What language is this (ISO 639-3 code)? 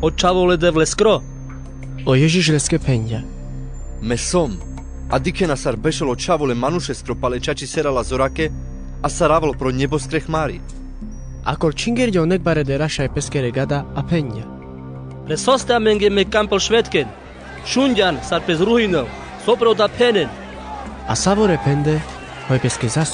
rmc